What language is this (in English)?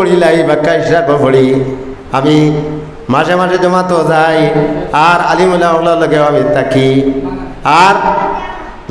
Sylheti